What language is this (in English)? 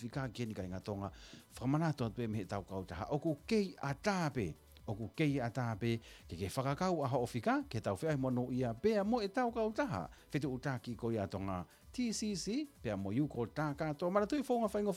Tongan